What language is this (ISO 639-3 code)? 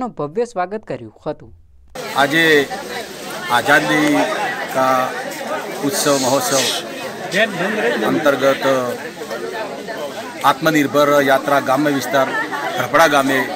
guj